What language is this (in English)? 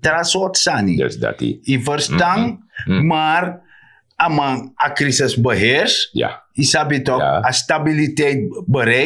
Sranan Tongo